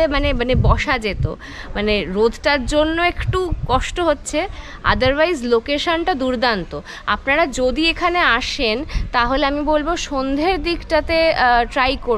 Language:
Bangla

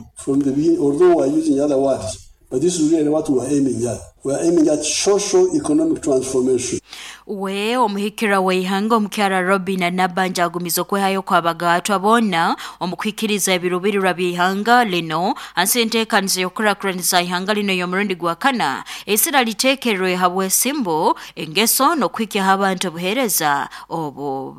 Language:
Nyoro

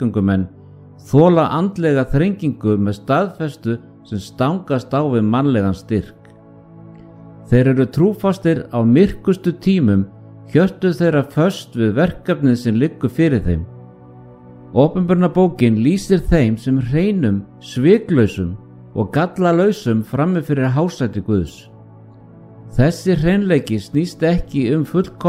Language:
Icelandic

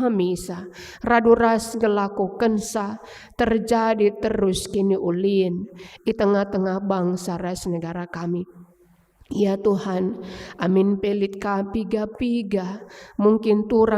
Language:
Batak Karo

